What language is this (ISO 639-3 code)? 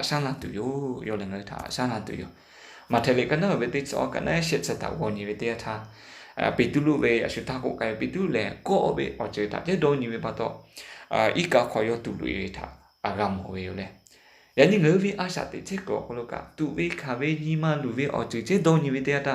lhu